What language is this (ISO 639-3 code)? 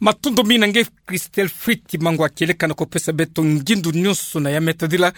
ktu